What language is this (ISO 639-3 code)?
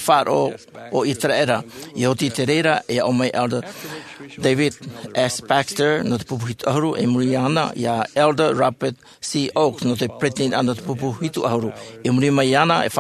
tah